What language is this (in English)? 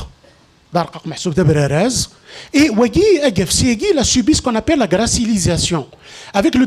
Kabyle